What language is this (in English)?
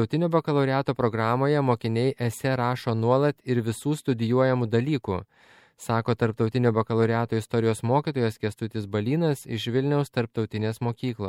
Lithuanian